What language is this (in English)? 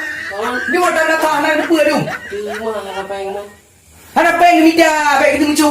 Achinese